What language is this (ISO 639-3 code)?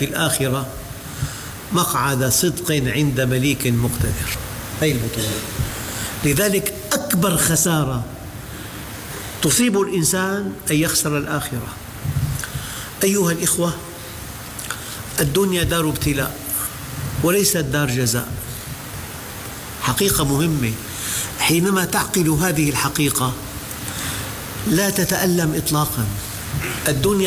ara